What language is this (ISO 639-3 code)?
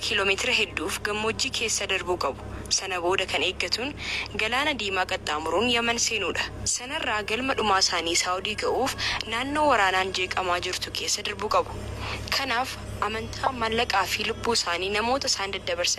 orm